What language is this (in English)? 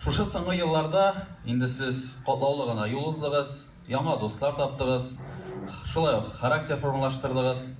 Tatar